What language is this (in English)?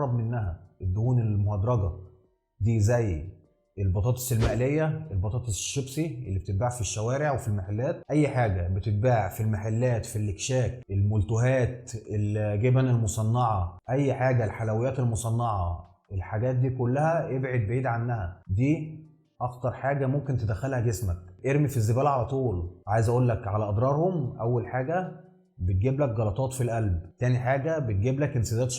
Egyptian Arabic